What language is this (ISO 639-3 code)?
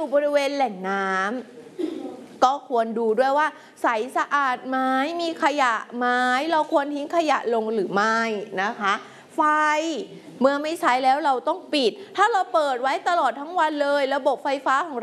tha